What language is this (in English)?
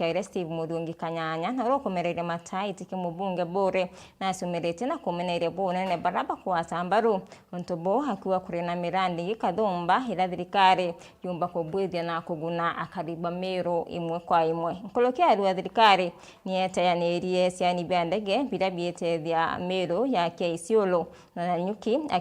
Meru